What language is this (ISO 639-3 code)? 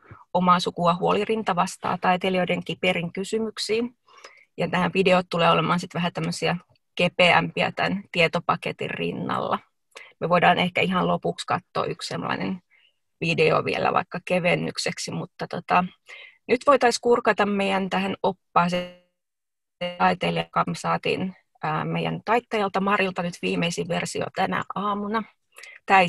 fin